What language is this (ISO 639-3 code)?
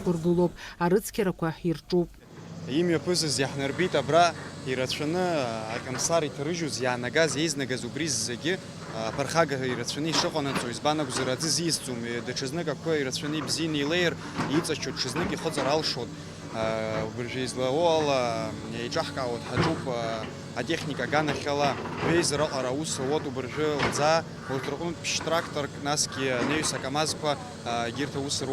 abk